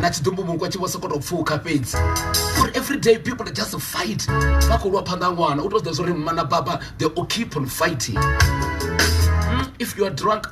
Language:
Venda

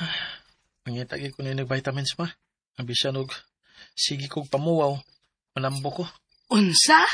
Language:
Cebuano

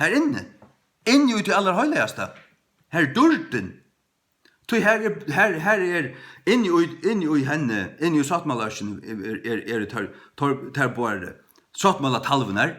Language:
Faroese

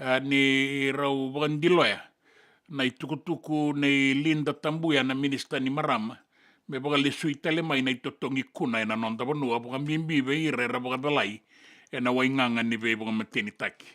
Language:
Fijian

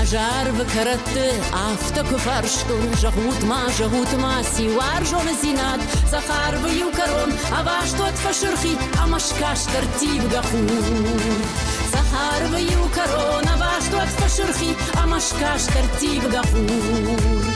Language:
Ossetic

